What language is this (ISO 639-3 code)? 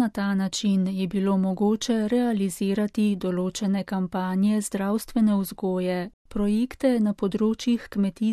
slv